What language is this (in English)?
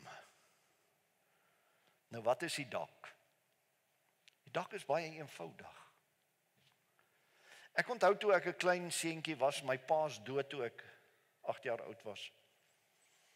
Afrikaans